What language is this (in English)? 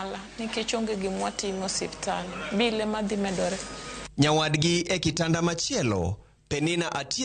Luo (Kenya and Tanzania)